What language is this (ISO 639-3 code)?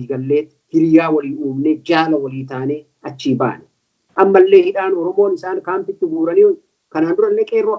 orm